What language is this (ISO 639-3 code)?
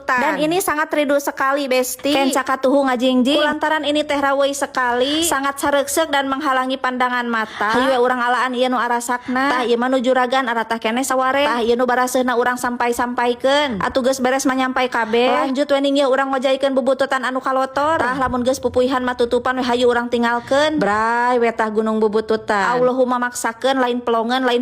sun